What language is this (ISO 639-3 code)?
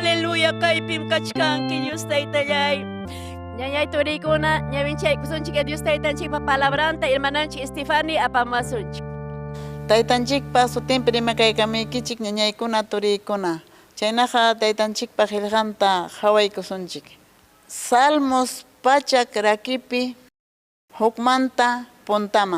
quy